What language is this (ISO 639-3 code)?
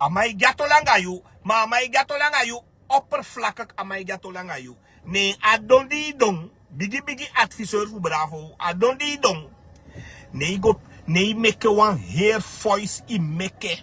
srn